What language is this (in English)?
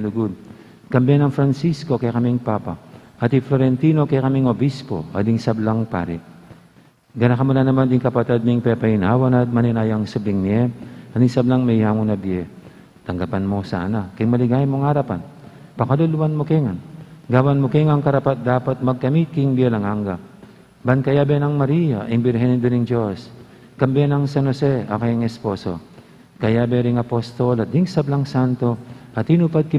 Pampanga